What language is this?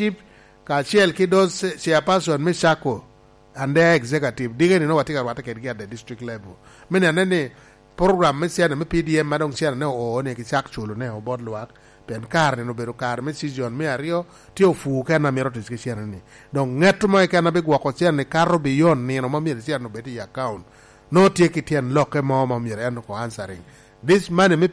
Lango (Uganda)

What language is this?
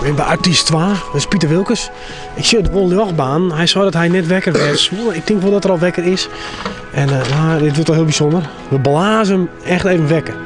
Western Frisian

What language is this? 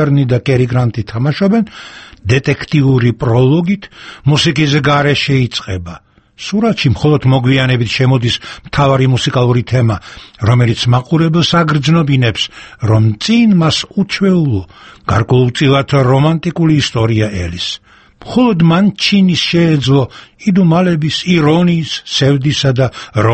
Georgian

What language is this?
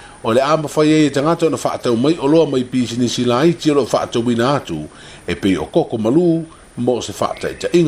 Samoan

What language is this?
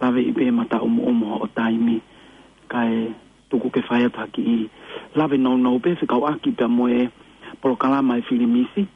Tongan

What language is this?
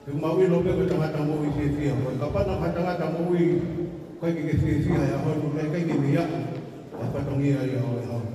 Tongan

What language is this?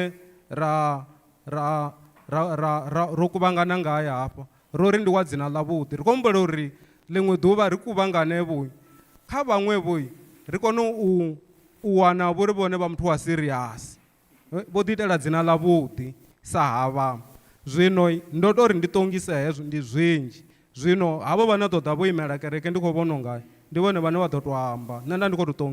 Venda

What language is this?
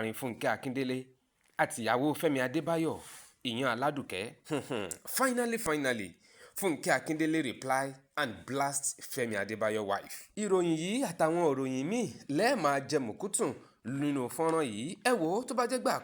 Yoruba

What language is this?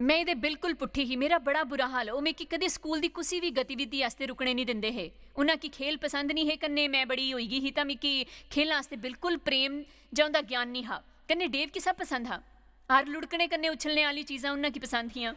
Dogri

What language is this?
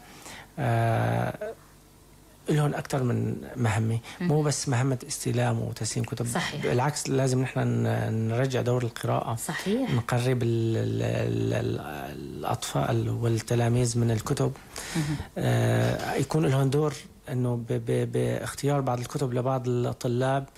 North Levantine Arabic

